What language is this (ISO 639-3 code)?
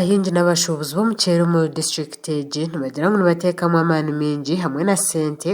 nyn